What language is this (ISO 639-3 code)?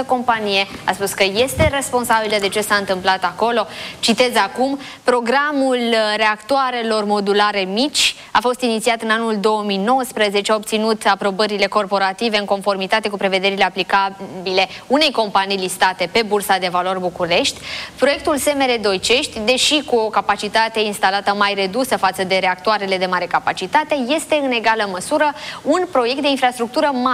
ron